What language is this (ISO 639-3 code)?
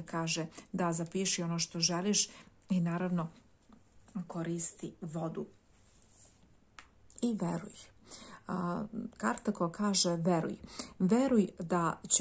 srp